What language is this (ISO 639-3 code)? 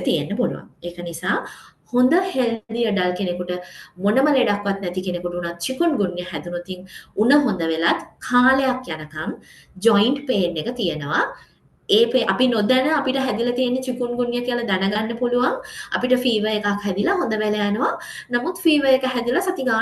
sin